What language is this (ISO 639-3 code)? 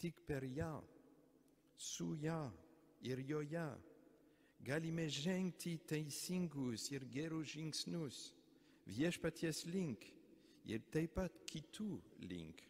lit